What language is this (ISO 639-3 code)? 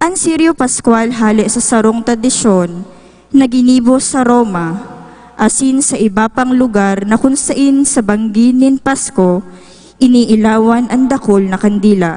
bik